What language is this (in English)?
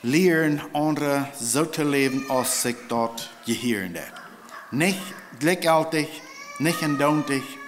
Plautdietsch